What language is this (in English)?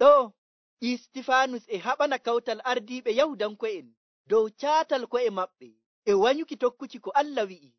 Nigerian Fulfulde